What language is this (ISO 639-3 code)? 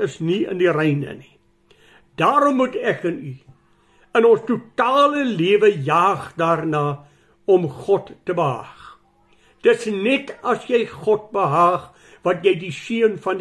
afr